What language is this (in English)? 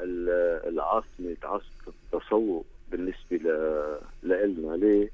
North Levantine Arabic